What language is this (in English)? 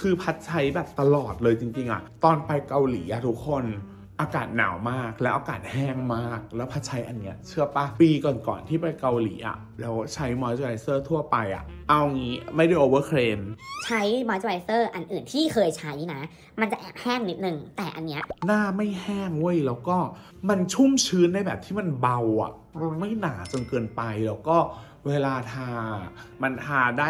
Thai